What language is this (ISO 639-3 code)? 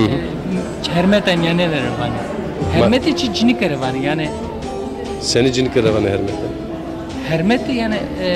zza